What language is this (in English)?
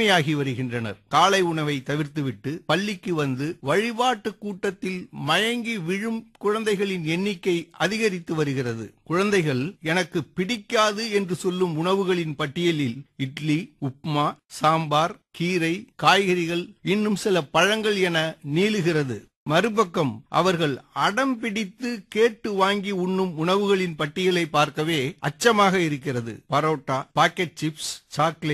Tamil